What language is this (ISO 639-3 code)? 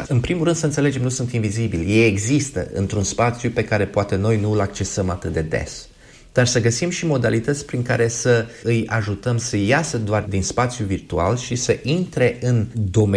ron